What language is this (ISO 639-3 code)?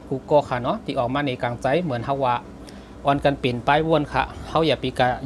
shn